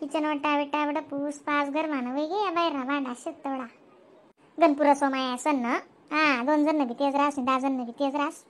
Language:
Khandesi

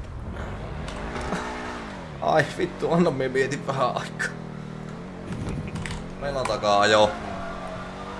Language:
Finnish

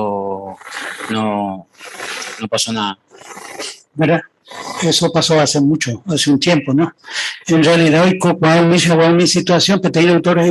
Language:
Guarani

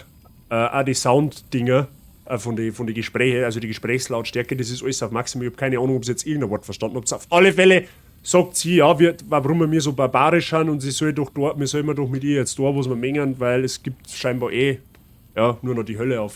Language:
Bavarian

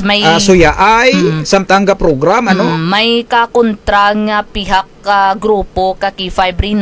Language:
Kinaray-a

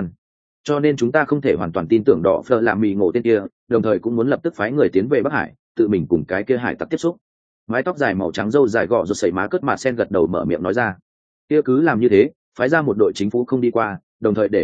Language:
Vietnamese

